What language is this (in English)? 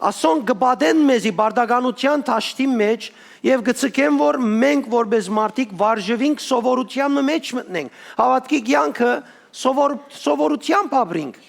Western Armenian